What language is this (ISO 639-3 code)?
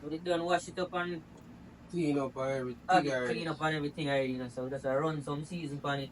jam